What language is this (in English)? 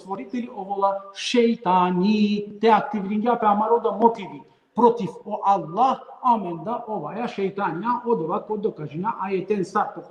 Balkan Romani